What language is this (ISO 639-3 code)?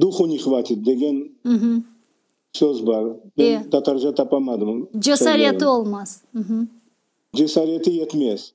crh